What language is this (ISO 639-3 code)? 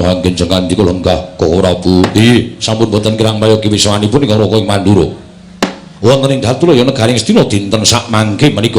jav